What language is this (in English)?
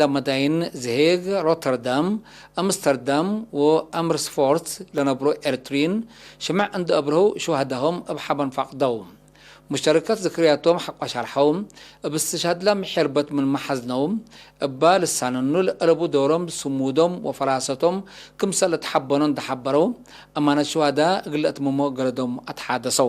Tigre